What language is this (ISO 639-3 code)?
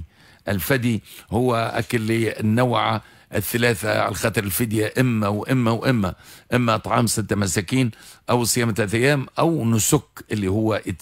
aeb